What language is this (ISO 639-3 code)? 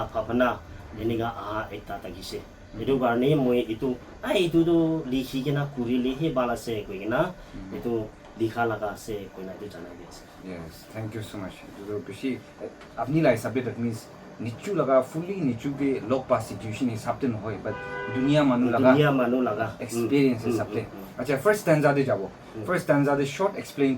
nag